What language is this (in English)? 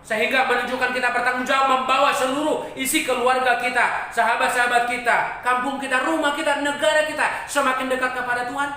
Batak Toba